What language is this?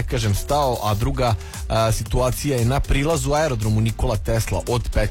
Serbian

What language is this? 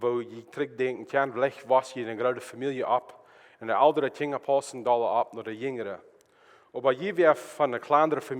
Plautdietsch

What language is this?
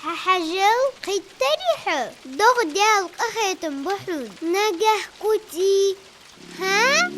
Ingush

